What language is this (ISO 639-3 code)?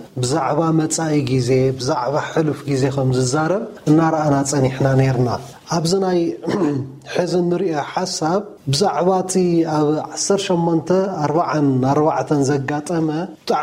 tir